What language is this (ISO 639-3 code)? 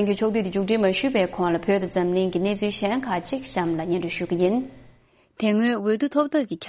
bod